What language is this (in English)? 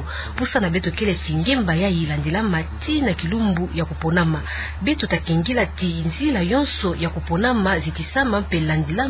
Kituba (Democratic Republic of Congo)